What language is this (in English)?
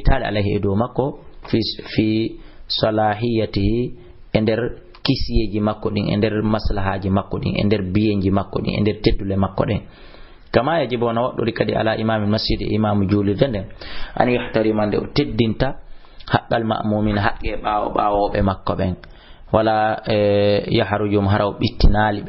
Fula